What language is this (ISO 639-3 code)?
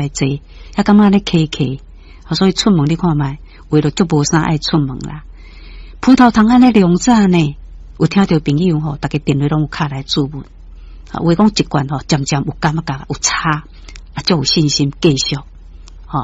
nan